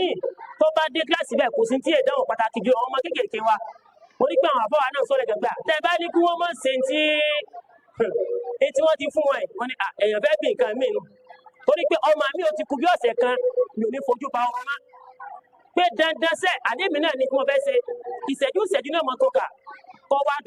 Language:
Yoruba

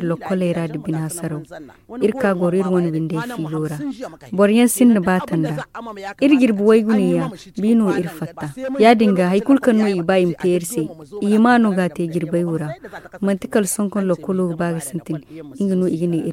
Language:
Zarma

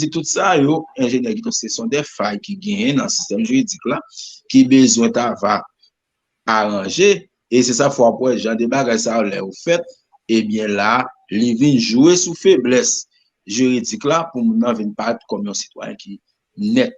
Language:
Haitian Creole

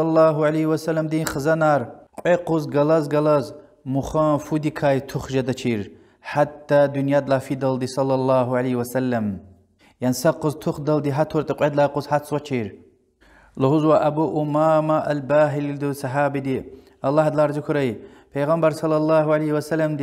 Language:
Lezghian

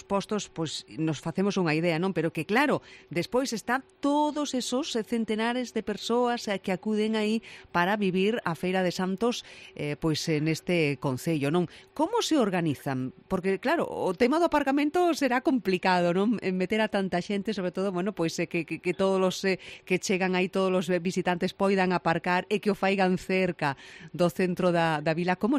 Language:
Galician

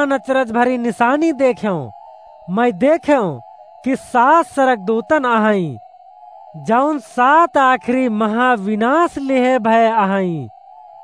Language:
Awadhi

